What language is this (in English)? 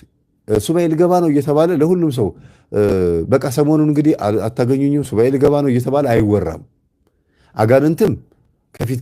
Amharic